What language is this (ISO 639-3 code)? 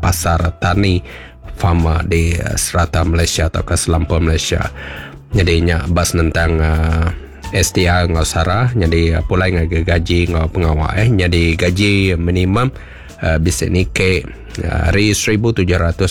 iba